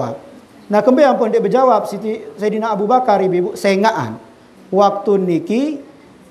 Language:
Sasak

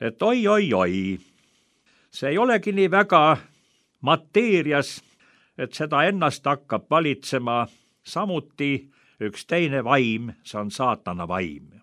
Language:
Estonian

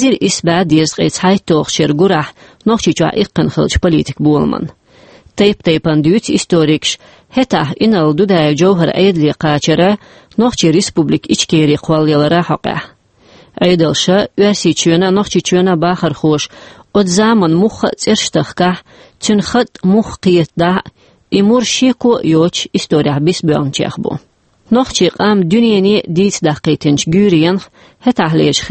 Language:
Chechen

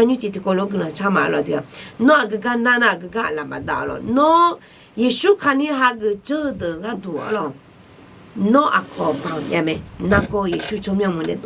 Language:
Akha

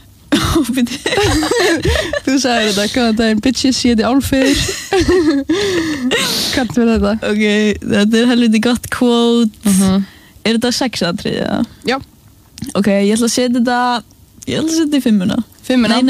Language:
Icelandic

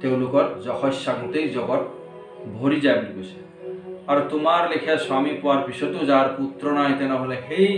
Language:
Assamese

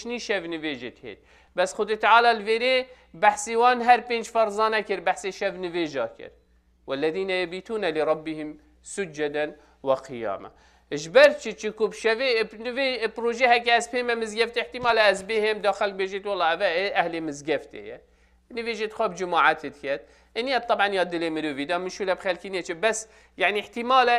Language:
Kurdish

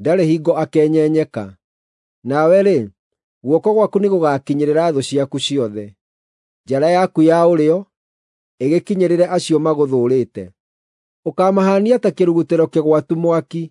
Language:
Kikuyu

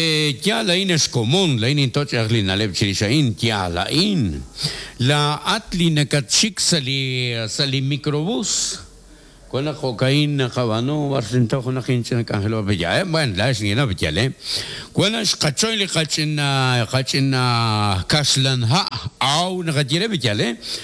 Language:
Kekchí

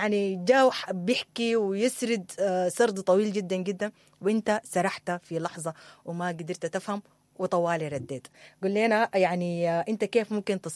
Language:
Sudanese Arabic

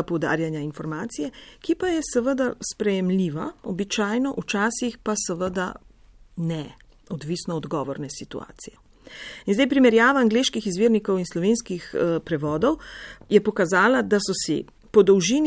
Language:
Slovenian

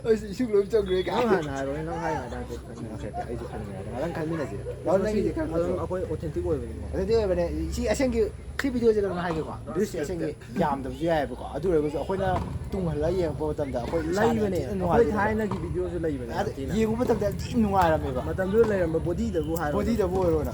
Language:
Manipuri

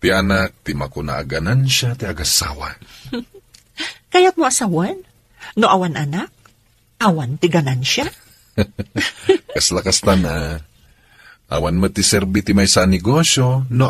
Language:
Iloko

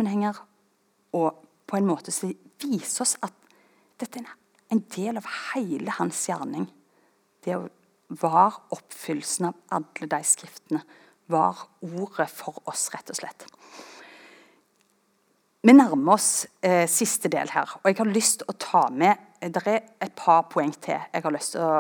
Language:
Norwegian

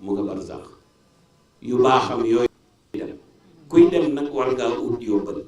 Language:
Wolof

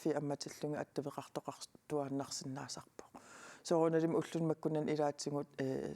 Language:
Kalaallisut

